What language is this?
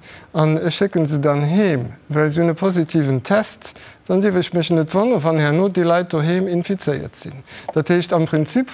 Luxembourgish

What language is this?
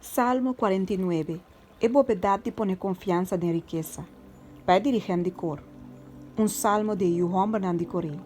Papiamento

